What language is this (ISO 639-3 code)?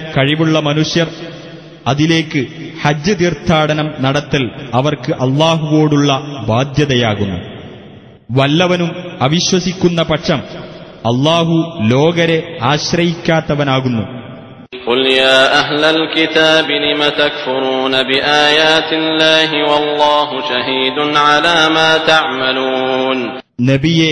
mal